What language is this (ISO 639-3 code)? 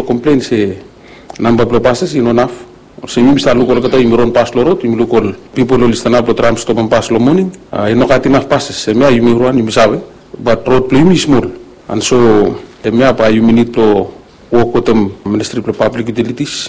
bis